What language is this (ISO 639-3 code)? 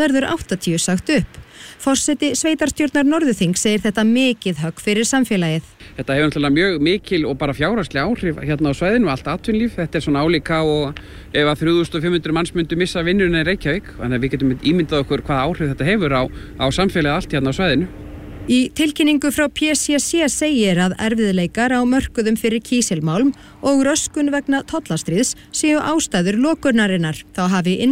isl